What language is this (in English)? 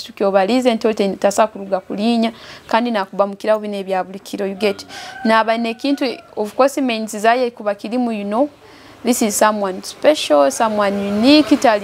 Nyoro